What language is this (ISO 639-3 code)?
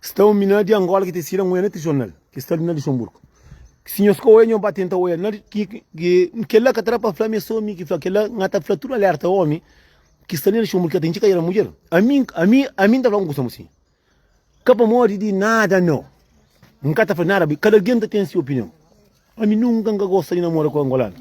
kea